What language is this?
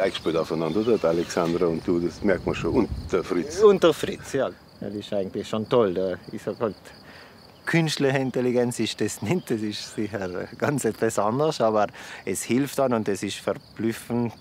Bavarian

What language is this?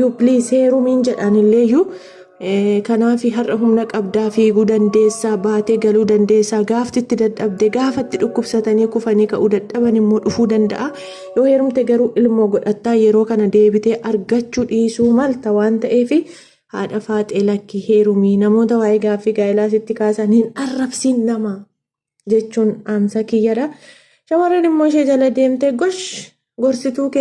Oromo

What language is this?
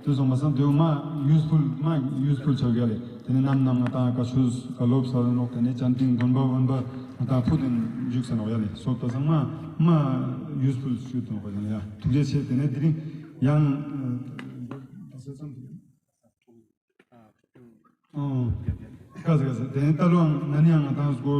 Ladakhi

